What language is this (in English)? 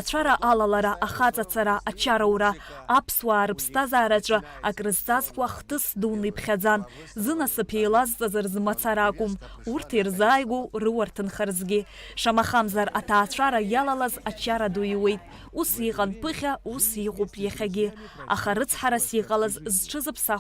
Abkhazian